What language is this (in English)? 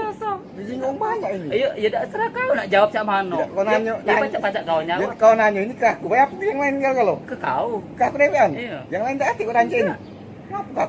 Musi